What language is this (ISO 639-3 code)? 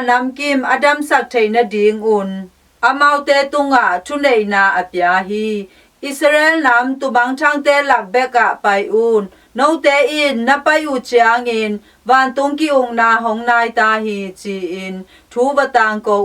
ctd